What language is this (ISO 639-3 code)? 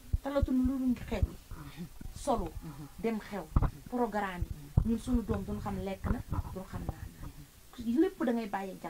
wol